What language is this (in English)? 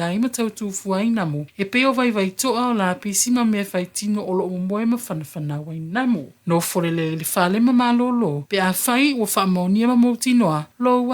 Samoan